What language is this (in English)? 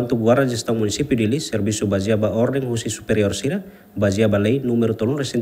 Tetum